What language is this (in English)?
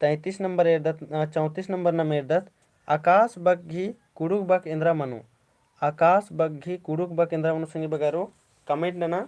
Kurukh